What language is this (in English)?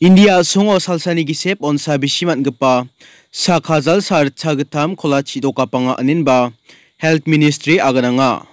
Garo